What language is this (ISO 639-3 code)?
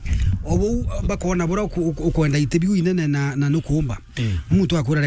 mer